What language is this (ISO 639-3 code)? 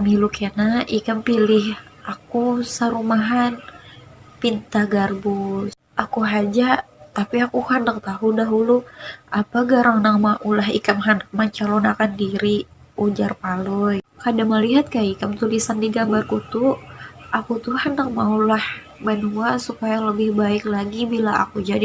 bjn